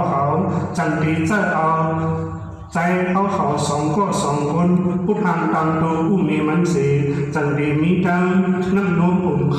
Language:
Shan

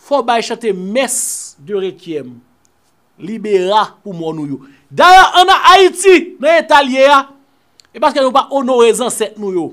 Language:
Haitian Creole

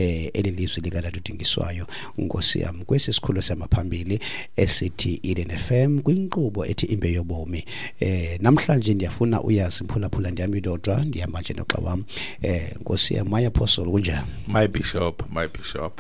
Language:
Xhosa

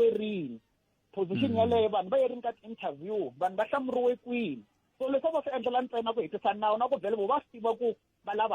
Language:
Tsonga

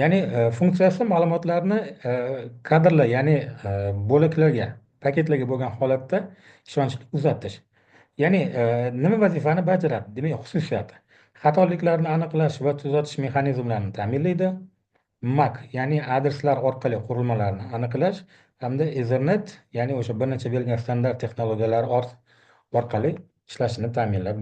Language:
Uzbek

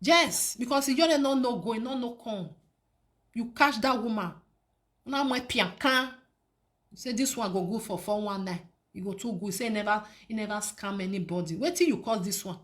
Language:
Nigerian Pidgin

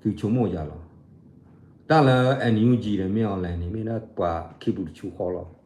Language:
S'gaw Karen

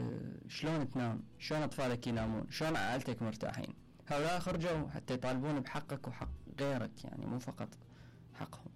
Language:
Mesopotamian Arabic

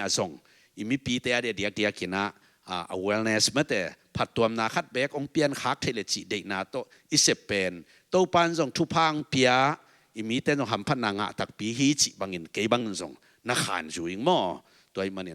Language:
Tedim Chin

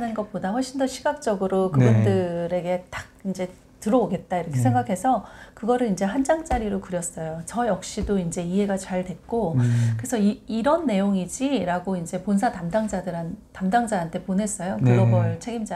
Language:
Korean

